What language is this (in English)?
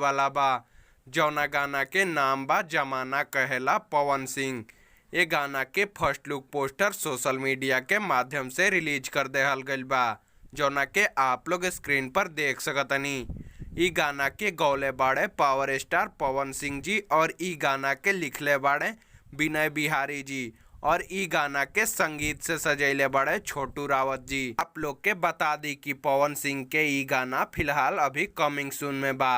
Bhojpuri